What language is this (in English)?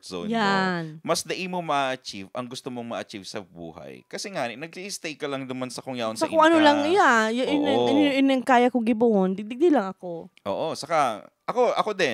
Bikol